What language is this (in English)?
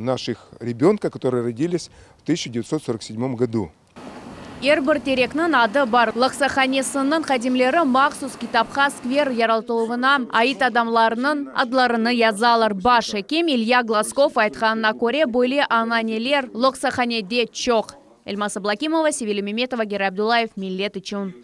Crimean Tatar